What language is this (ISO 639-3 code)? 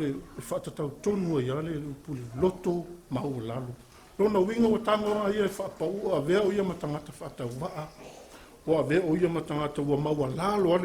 smo